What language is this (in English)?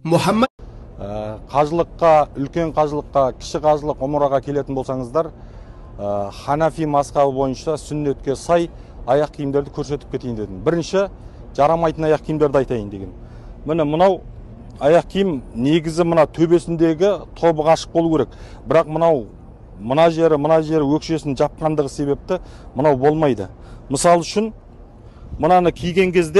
Kazakh